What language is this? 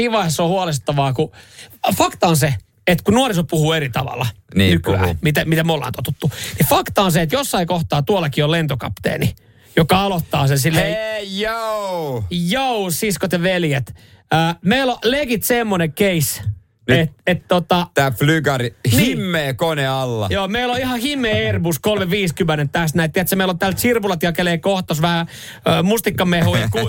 Finnish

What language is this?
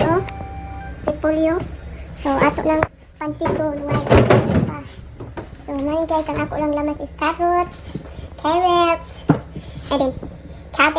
Cebuano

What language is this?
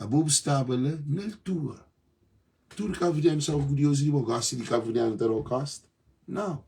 Kabuverdianu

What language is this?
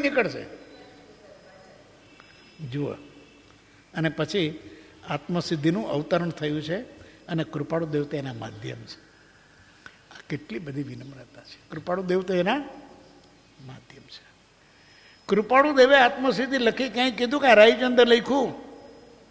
Gujarati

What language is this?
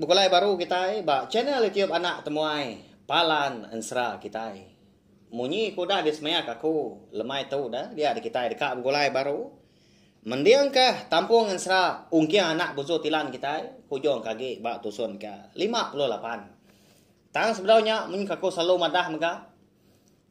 Iban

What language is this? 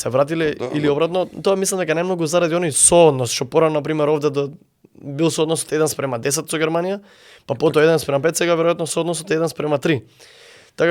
Macedonian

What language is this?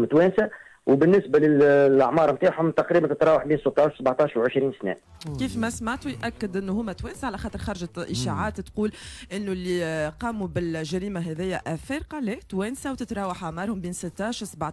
Tunisian Arabic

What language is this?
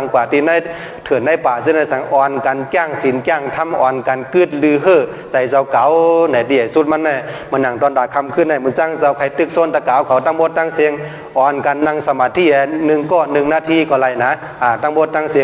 Shan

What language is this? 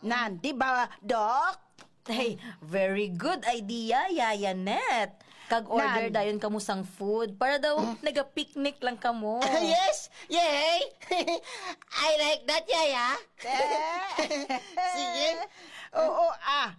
Hiligaynon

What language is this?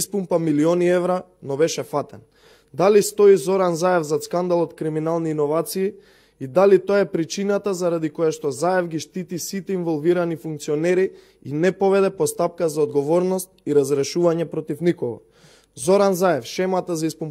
Macedonian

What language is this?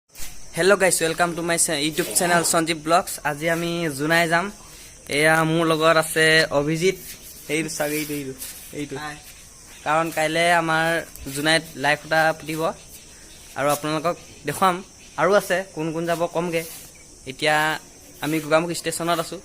Assamese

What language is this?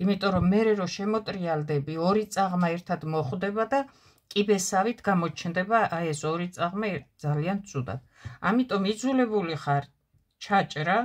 Georgian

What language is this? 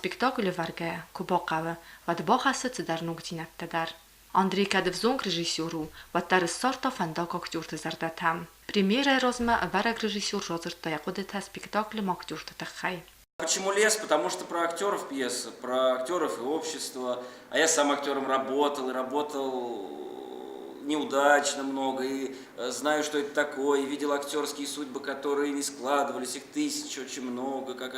Ossetic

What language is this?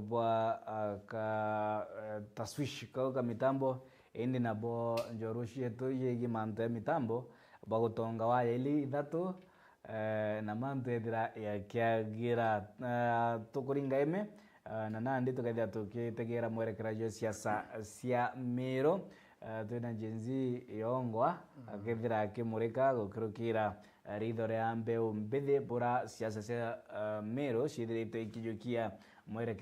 Meru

